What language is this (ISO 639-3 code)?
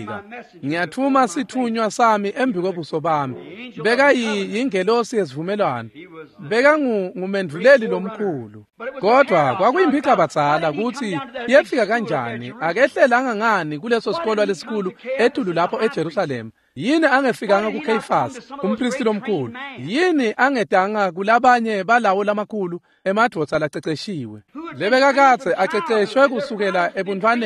ssw